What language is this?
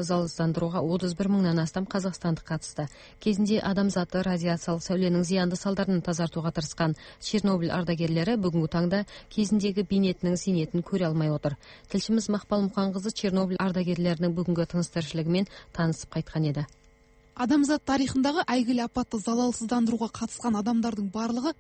Kazakh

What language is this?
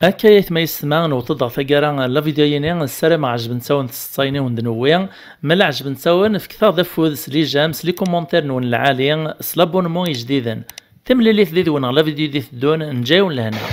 Kabyle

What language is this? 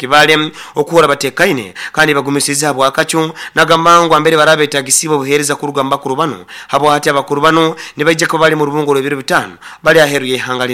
Nyoro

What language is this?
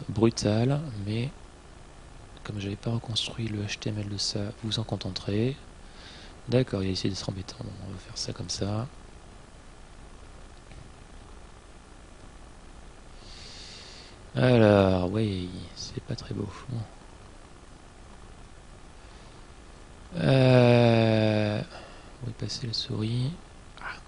French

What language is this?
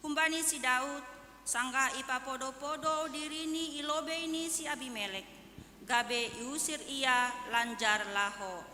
Batak Simalungun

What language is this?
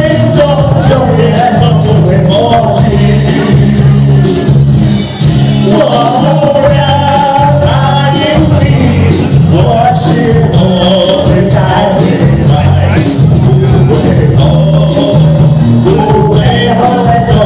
Chinese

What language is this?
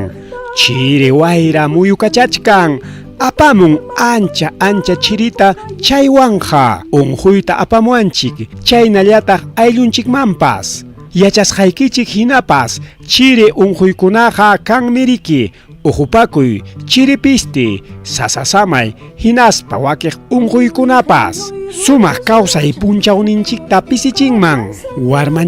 Ayacucho Quechua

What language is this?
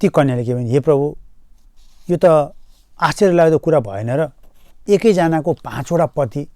Nepali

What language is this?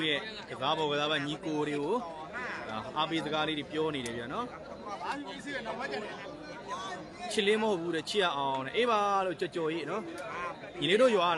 Burmese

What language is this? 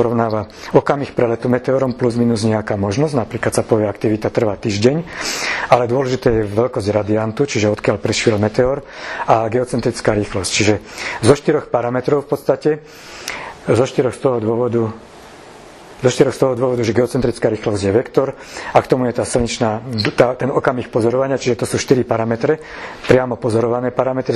Slovak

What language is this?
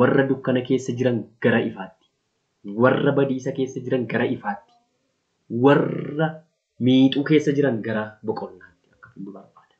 Oromo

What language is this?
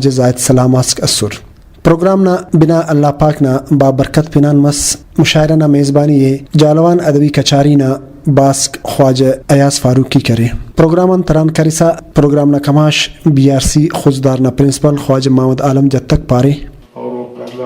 Brahui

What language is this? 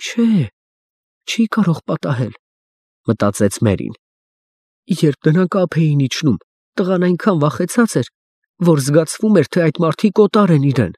Armenian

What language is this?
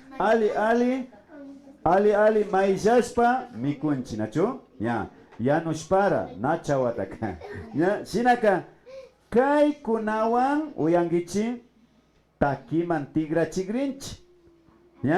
Imbabura Highland Quichua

